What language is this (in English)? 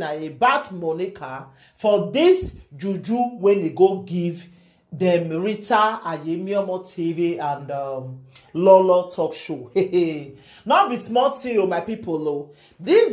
Nigerian Pidgin